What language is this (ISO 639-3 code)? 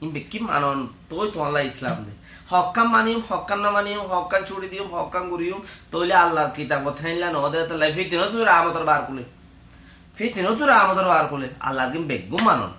rhg